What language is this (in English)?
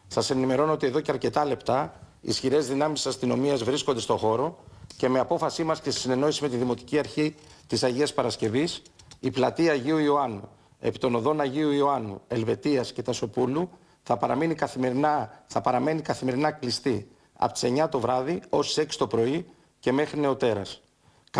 Greek